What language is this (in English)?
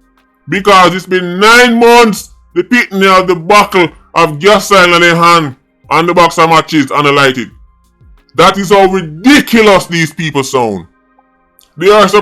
Jamaican Creole English